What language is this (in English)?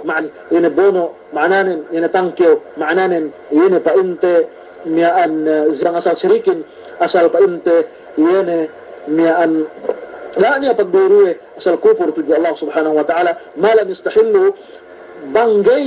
Yakan